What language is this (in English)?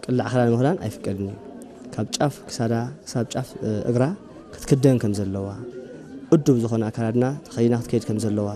Tigrinya